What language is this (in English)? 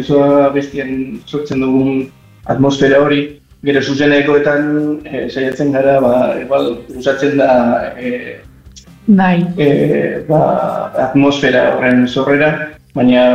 Basque